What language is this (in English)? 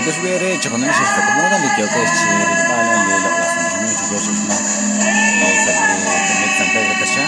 Kekchí